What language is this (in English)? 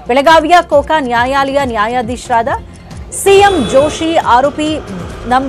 Kannada